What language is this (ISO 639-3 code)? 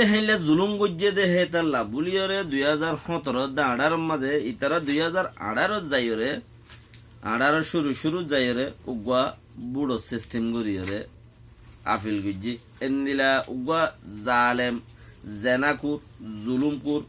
rhg